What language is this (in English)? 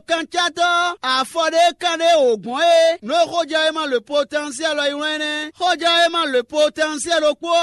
Fon